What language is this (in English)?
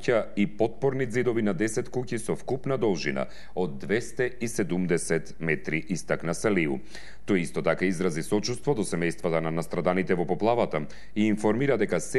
Macedonian